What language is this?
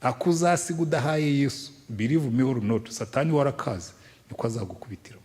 Kinyarwanda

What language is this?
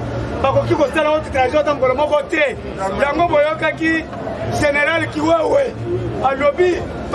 Lingala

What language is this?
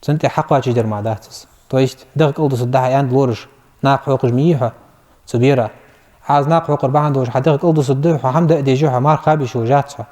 Ingush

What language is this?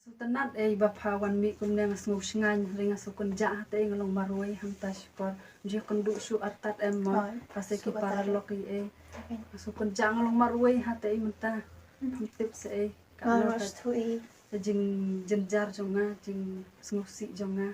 Khasi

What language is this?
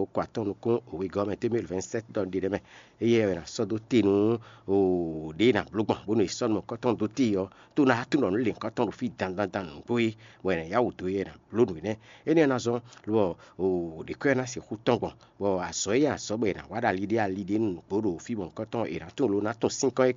Fon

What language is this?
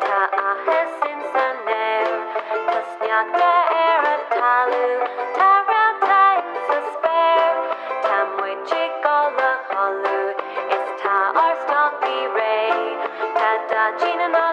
Irish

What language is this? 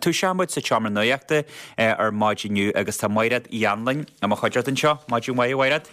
Irish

